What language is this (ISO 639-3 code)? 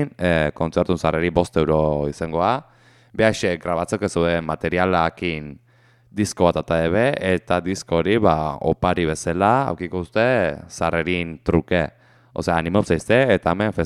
eus